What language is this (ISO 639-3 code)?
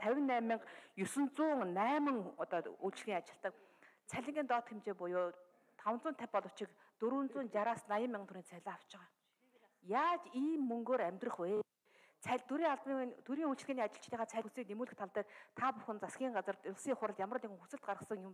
mon